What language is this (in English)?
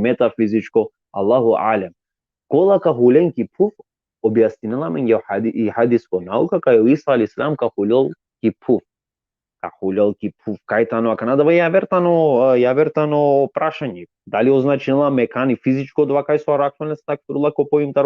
Balkan Romani